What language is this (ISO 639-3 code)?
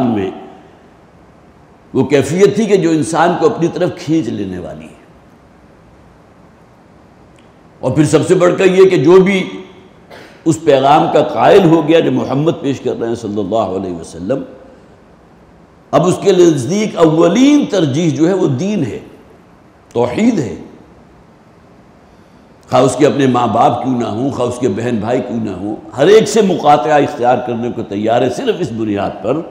urd